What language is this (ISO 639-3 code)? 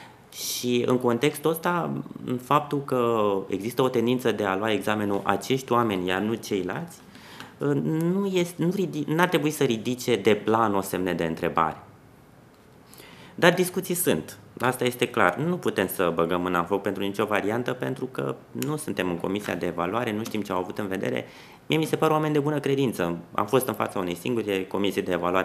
ron